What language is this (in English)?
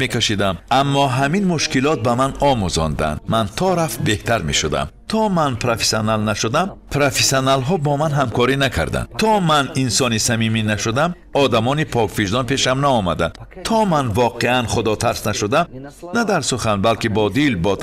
Tajik